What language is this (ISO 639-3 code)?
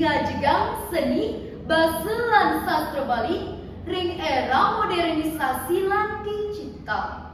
ban